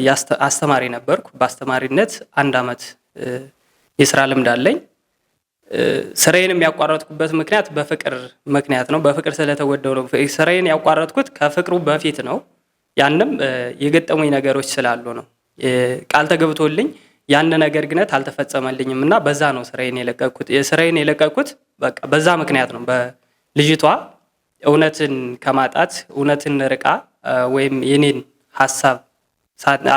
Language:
Amharic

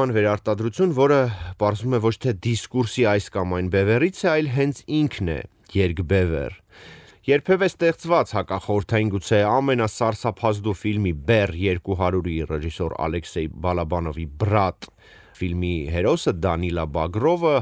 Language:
Armenian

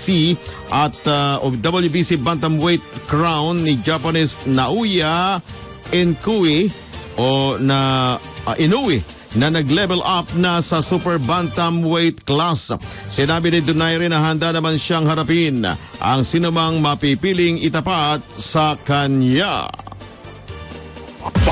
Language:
Filipino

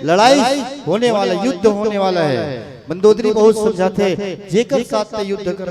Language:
Chhattisgarhi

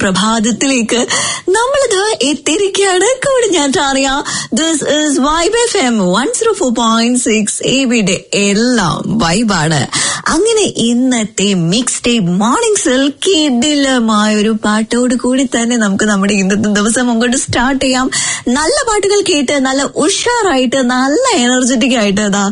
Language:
Malayalam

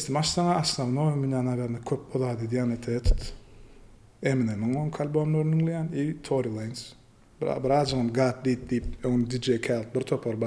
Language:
Turkmen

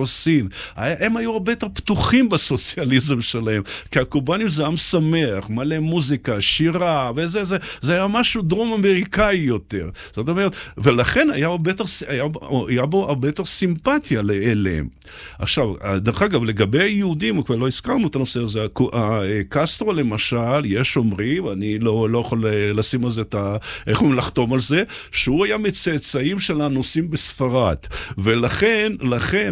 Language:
Hebrew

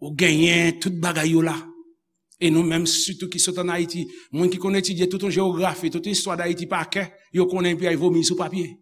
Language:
Haitian Creole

